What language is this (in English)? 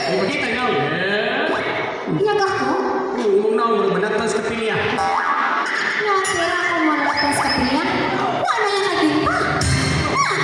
Cebuano